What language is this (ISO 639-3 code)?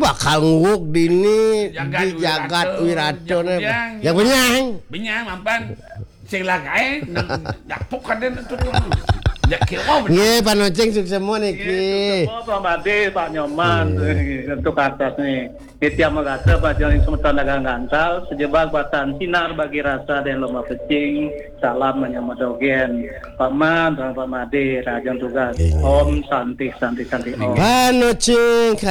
ban